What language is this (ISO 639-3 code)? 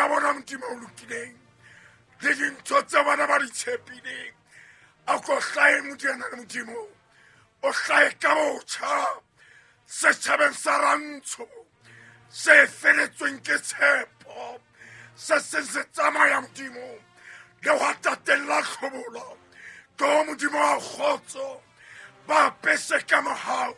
sot